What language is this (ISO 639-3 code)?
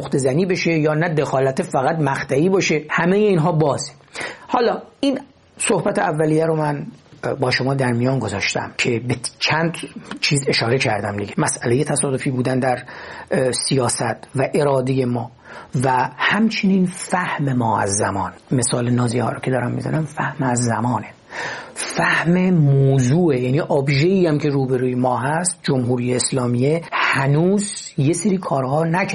fas